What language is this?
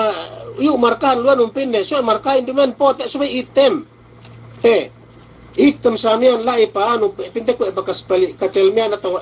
Yakan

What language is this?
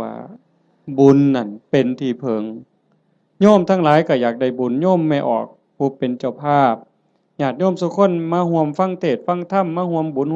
Northeastern Thai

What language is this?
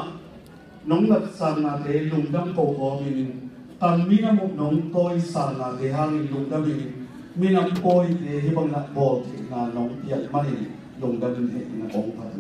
Tedim Chin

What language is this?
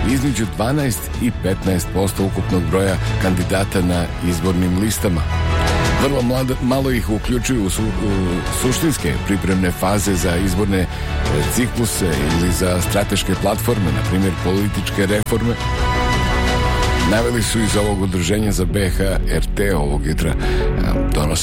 Bosnian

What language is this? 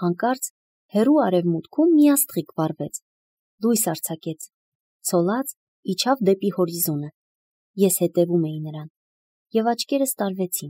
Armenian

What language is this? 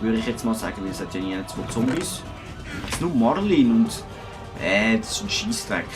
Swiss German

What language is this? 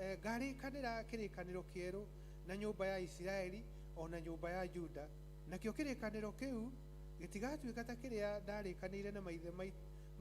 Kikuyu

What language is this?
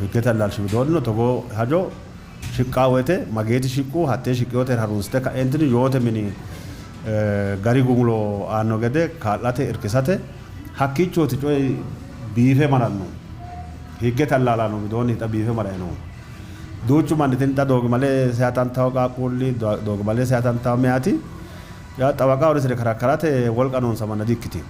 Sidamo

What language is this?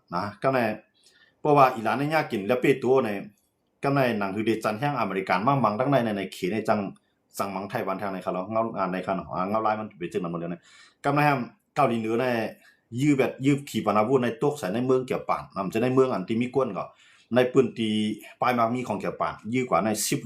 Shan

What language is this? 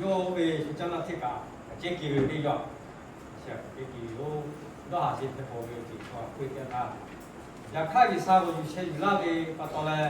Lahu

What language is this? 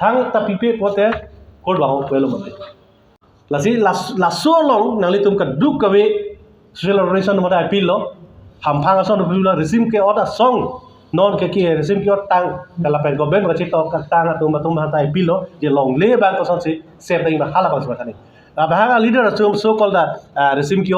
Karbi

